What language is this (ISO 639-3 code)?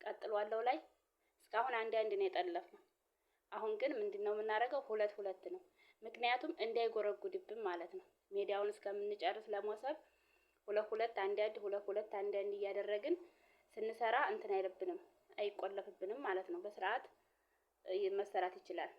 amh